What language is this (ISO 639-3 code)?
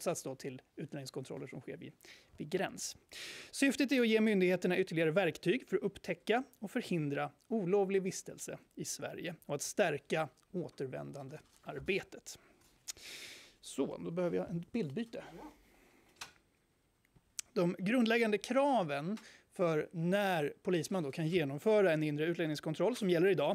swe